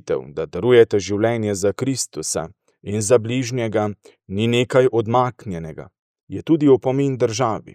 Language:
Slovenian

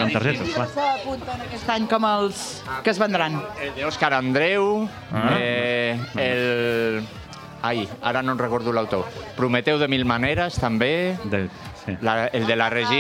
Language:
Catalan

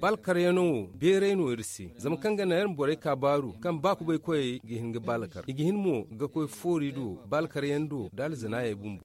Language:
Zarma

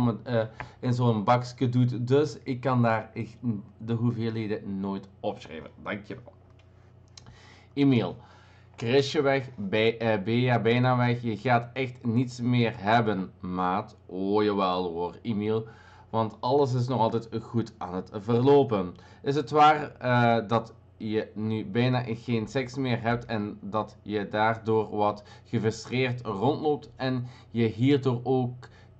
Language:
Dutch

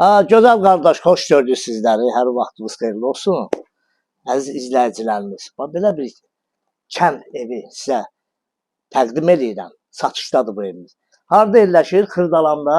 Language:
Azerbaijani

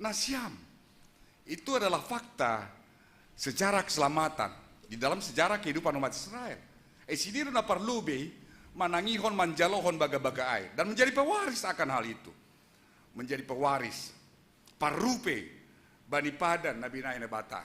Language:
Batak Simalungun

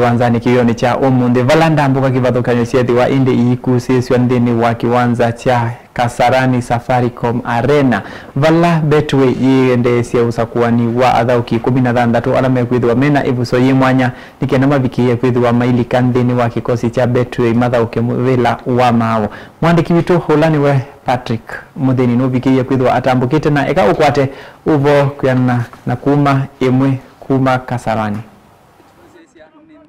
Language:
Kamba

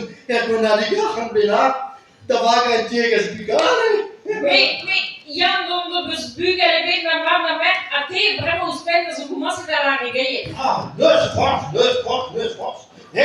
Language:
Breton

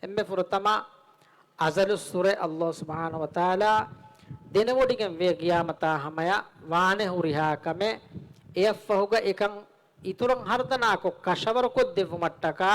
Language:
Divehi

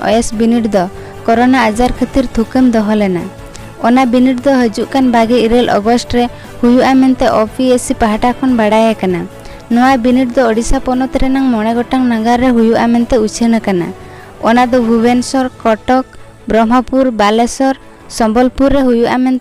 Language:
Santali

